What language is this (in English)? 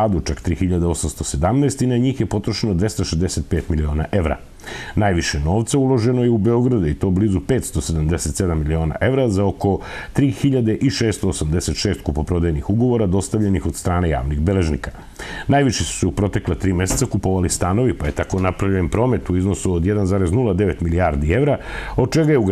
Serbian